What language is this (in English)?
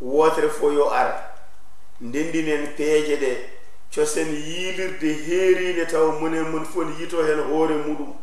Fula